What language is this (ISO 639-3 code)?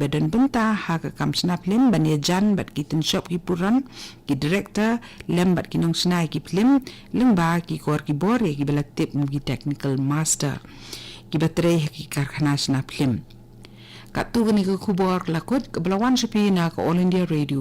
kha